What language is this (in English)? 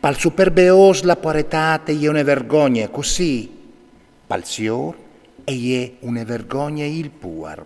Friulian